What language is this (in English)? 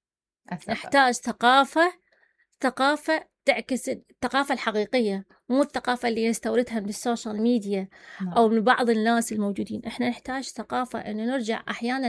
Mesopotamian Arabic